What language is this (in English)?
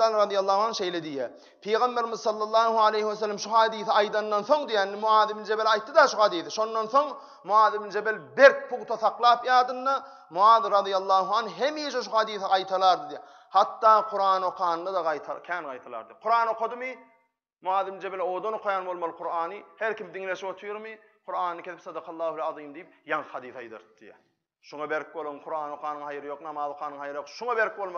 Turkmen